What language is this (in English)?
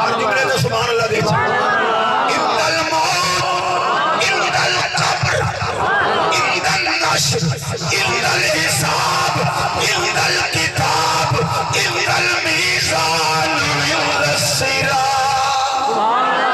Saraiki